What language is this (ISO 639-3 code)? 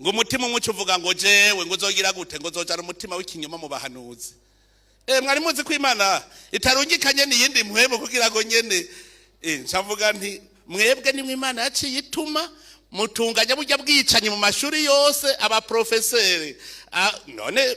run